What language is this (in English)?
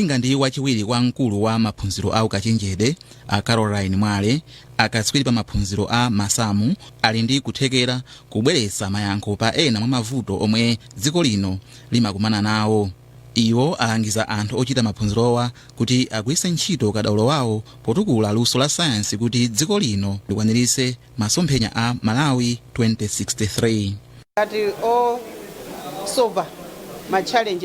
Nyanja